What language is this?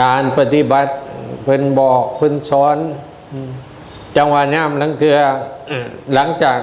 Northeastern Thai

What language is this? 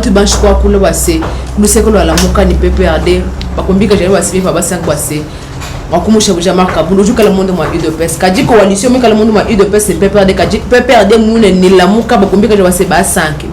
Luba-Lulua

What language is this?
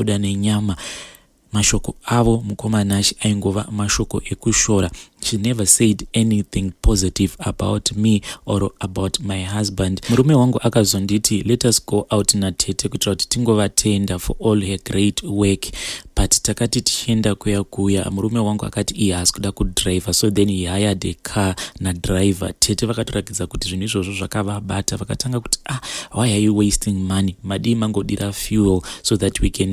Shona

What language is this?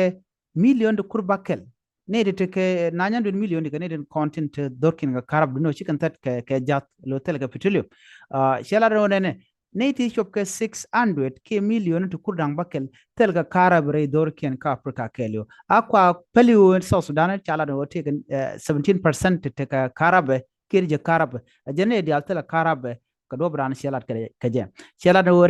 Nuer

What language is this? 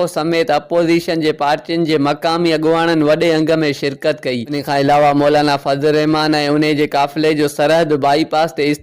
Sindhi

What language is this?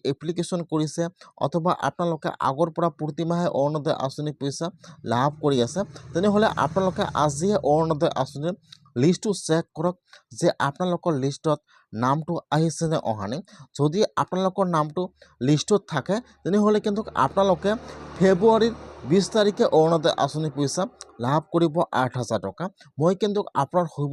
Assamese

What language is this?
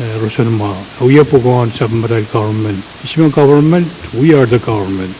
Pohnpeian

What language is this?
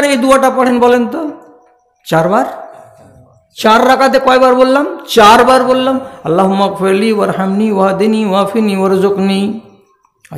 Bangla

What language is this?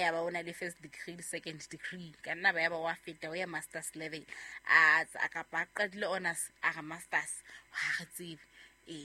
Southern Sotho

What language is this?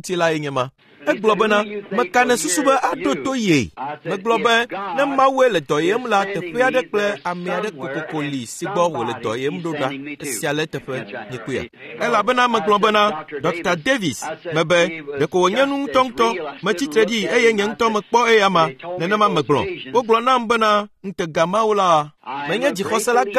Ewe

